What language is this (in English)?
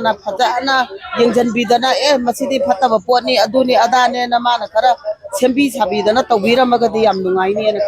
Manipuri